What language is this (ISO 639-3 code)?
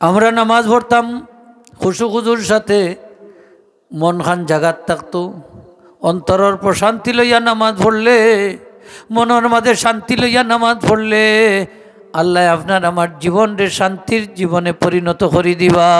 syl